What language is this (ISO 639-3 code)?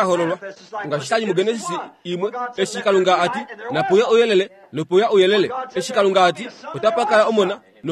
kua